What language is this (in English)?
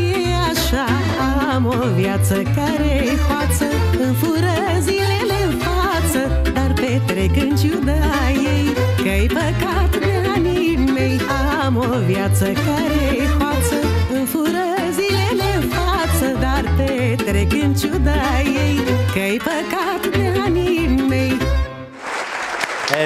Romanian